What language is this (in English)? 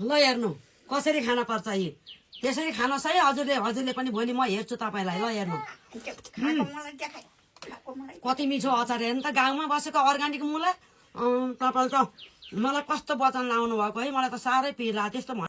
Nepali